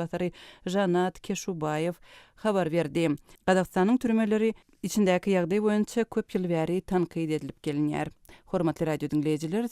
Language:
Turkmen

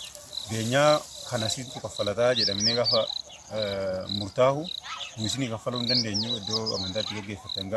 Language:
Oromo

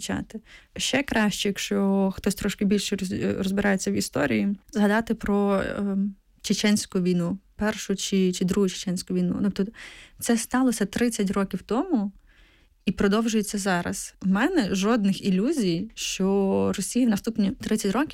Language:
Ukrainian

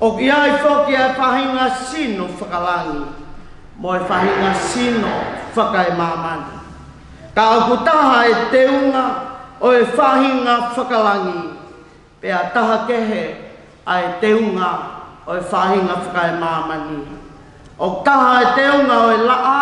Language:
Tongan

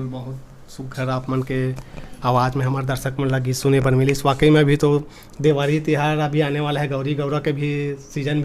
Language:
Chhattisgarhi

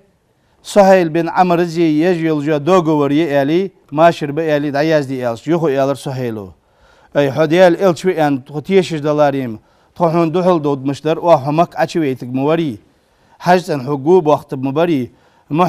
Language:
Ingush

